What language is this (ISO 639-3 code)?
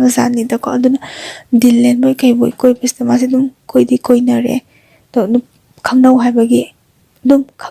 mni